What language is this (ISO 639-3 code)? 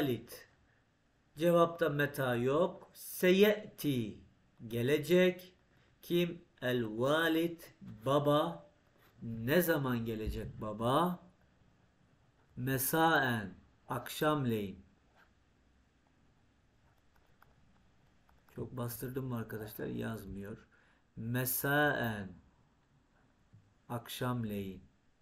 tur